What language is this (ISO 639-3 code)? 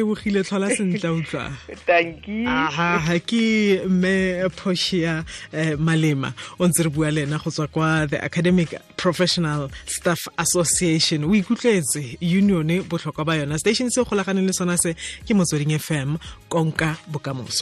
tsn